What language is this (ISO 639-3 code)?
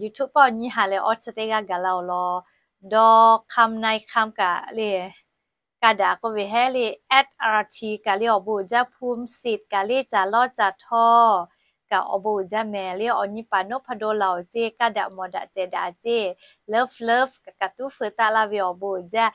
lhu